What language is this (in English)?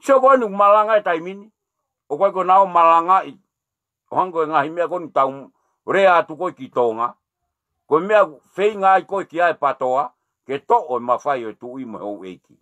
Tongan